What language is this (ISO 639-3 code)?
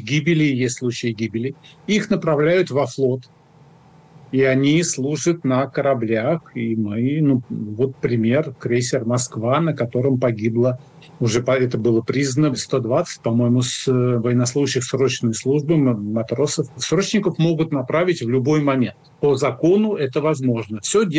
rus